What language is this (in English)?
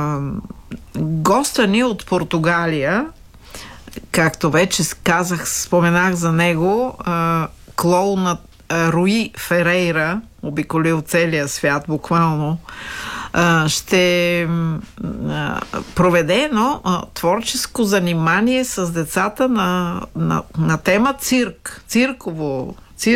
Bulgarian